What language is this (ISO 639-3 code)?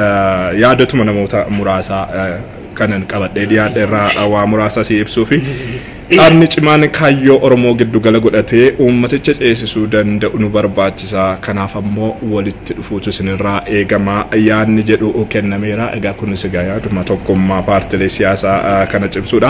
orm